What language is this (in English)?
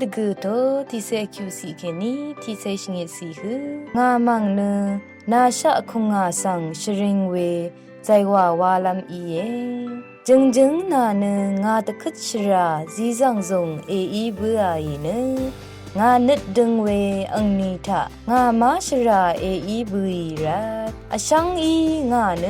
Rawang